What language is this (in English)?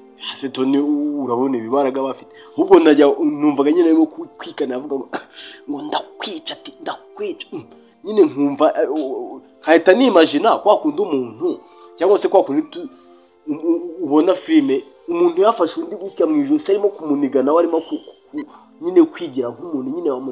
Kinyarwanda